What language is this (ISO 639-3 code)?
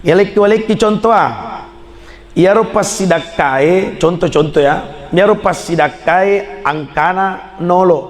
bug